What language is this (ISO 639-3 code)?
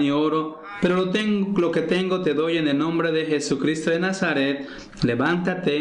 spa